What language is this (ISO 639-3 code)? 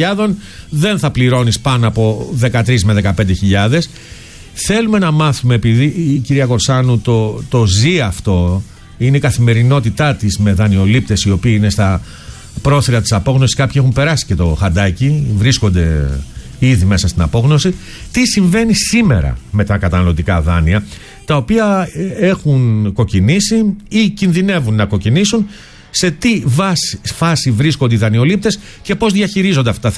ell